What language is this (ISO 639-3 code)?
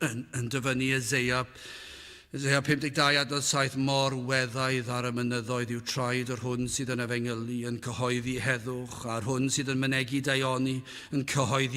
cym